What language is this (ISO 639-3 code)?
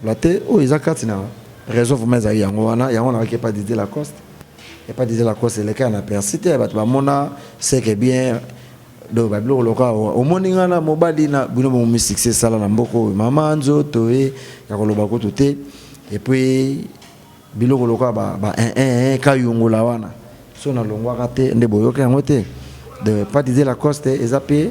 lin